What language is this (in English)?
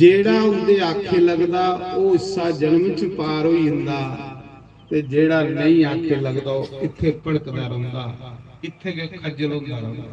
Dogri